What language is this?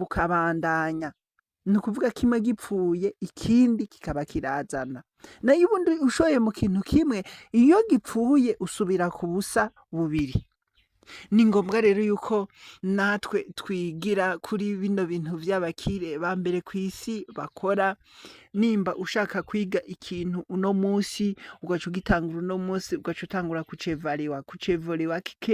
Rundi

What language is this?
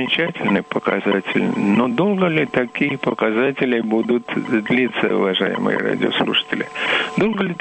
Russian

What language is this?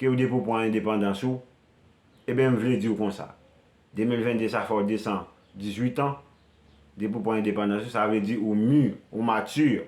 Haitian Creole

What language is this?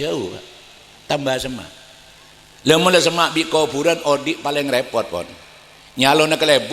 Madurese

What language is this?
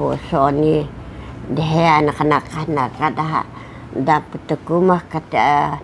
Taroko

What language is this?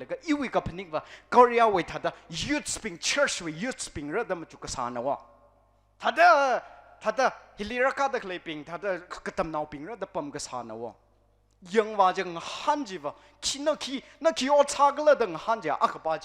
Tangkhul Naga (India)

